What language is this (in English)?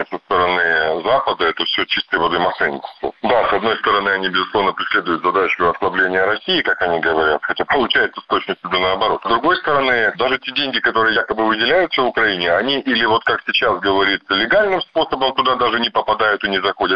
Russian